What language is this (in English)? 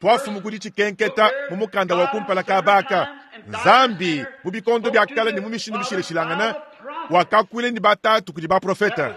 Luba-Lulua